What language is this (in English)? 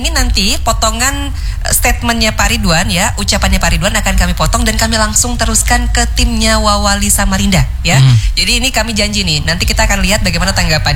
Indonesian